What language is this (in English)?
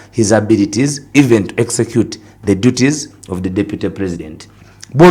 Ganda